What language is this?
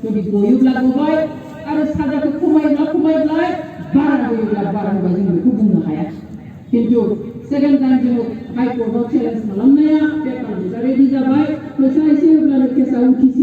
Bodo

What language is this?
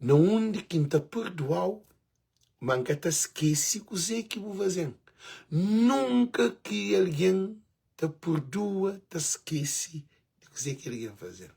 Kabuverdianu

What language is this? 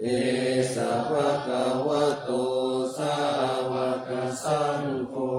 Pali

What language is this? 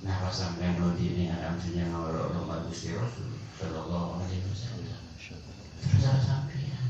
Madurese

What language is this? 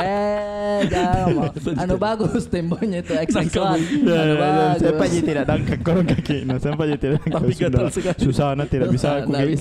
Makassar Malay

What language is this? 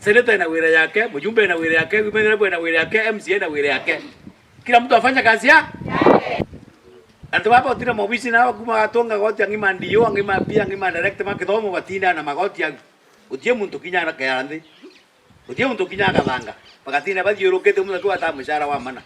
Meru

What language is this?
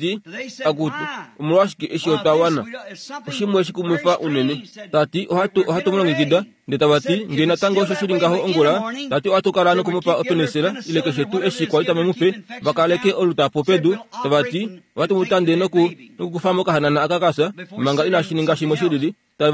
Kuanyama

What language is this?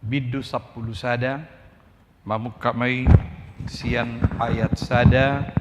Batak Toba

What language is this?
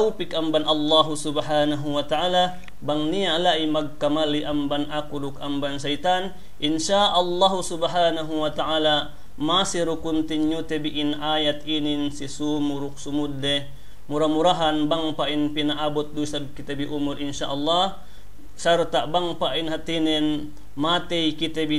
Yakan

